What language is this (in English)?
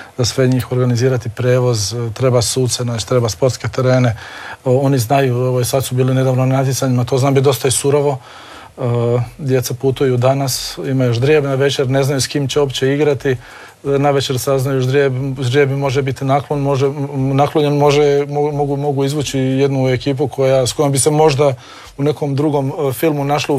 Croatian